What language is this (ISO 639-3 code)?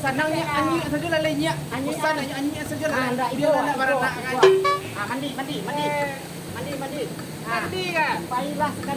min